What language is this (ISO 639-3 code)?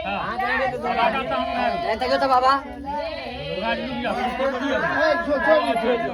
mai